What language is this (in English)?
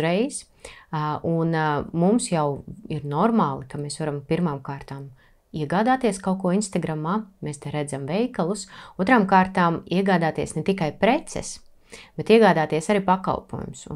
Latvian